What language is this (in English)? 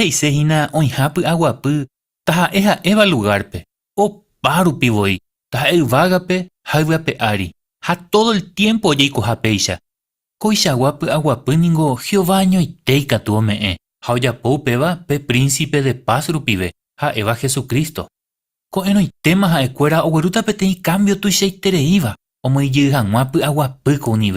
Guarani